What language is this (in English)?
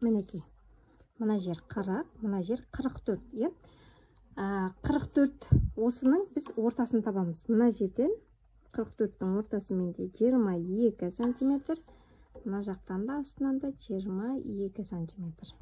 Kazakh